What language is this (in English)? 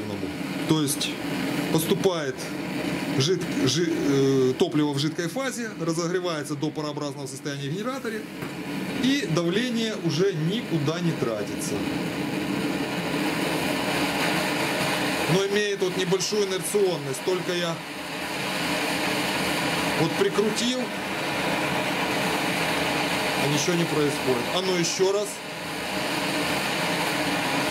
Russian